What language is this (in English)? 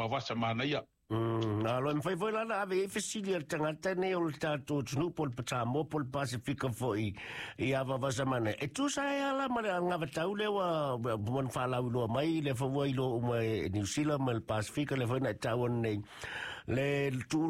Samoan